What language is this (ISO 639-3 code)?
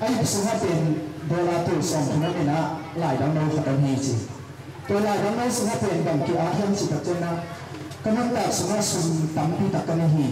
ctd